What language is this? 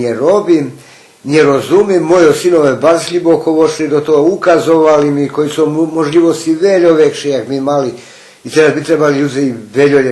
Rusyn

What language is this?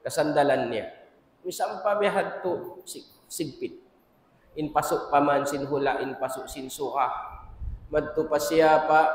Tausug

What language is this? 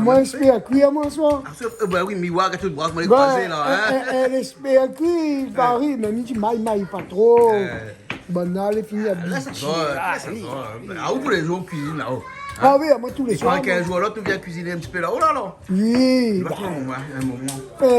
Réunion Creole French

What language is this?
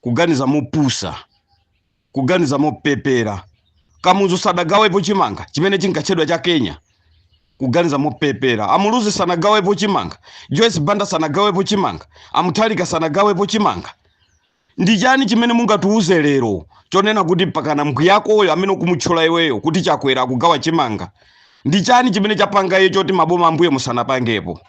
Nyanja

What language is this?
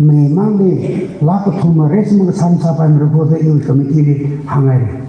Tangkhul Naga (India)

